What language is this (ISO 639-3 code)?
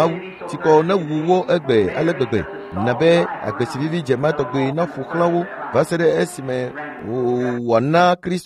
ewe